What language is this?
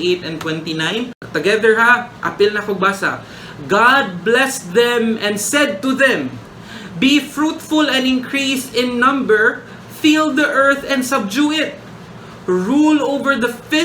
Cebuano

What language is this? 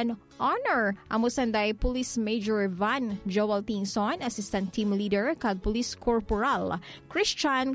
Hiligaynon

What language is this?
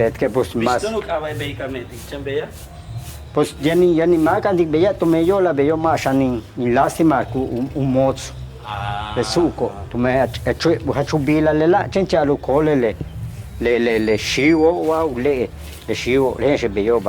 Yucateco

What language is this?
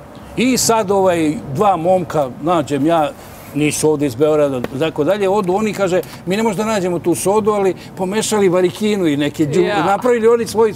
Serbian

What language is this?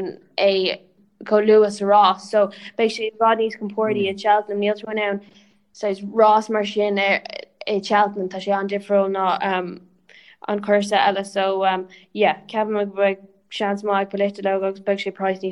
Irish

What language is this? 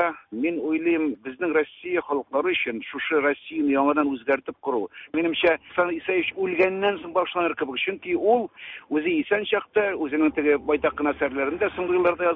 Tatar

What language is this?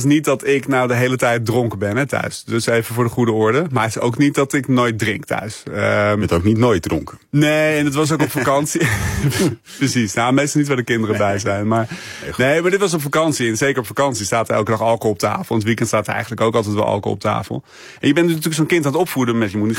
Dutch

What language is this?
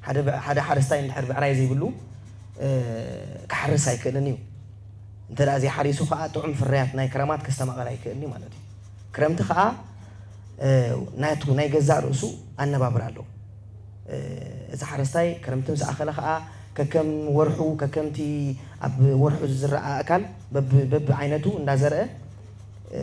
Tigrinya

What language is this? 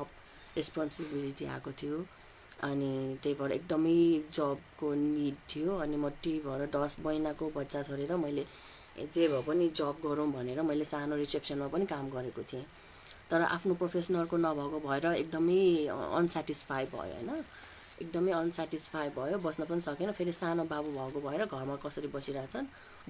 Nepali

